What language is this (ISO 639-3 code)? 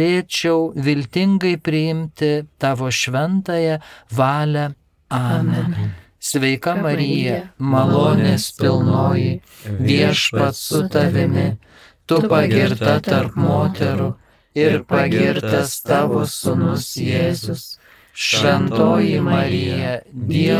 lit